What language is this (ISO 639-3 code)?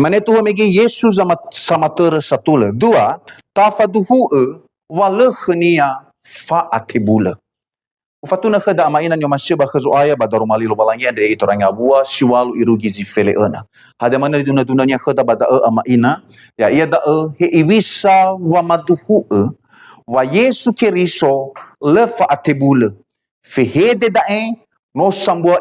nia